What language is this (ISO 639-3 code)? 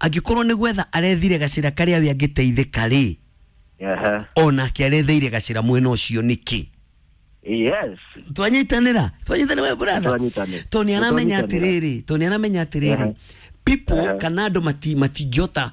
kik